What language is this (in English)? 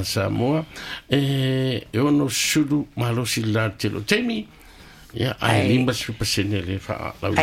Samoan